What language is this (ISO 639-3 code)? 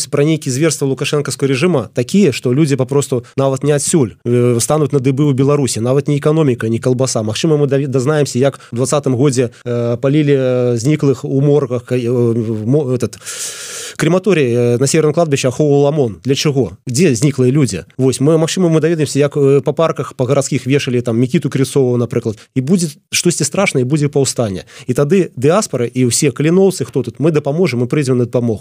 bel